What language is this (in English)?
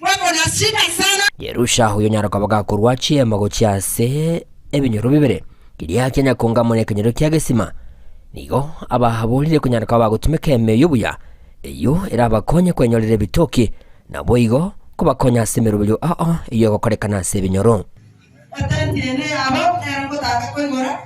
Gusii